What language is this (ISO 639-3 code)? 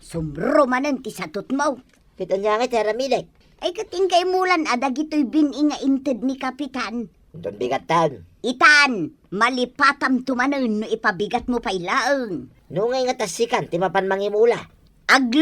ilo